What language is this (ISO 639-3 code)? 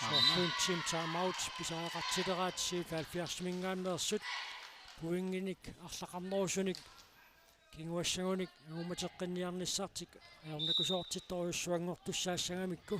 kal